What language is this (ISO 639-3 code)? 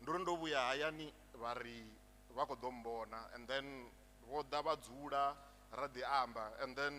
ven